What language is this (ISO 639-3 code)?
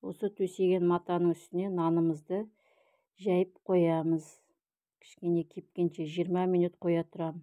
kaz